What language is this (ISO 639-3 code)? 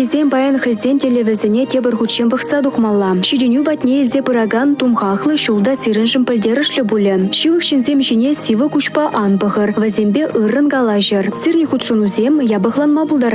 chv